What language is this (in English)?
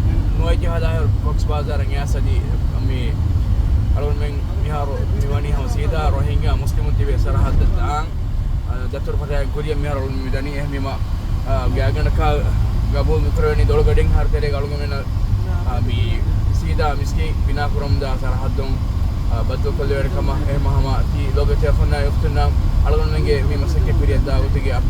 Divehi